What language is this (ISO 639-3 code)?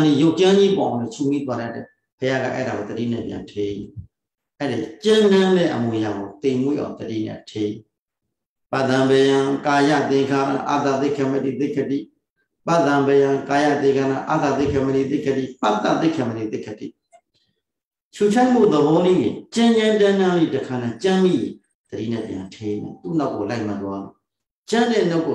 mya